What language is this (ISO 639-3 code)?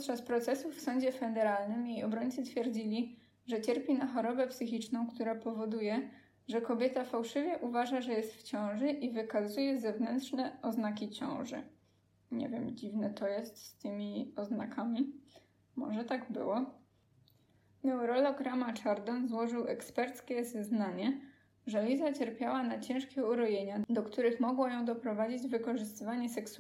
pol